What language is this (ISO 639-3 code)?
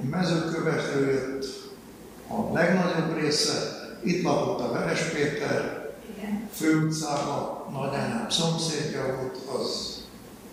hun